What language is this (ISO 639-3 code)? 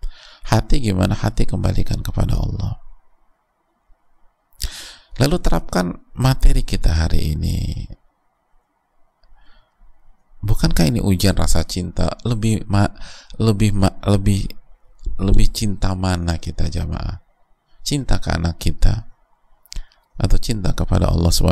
ind